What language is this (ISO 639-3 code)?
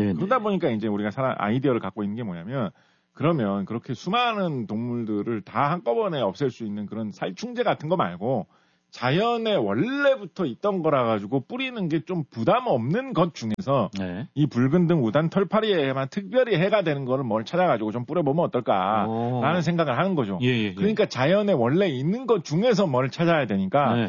kor